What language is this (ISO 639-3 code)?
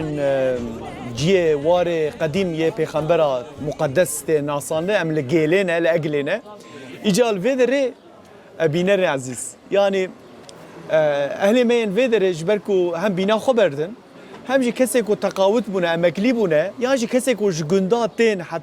kur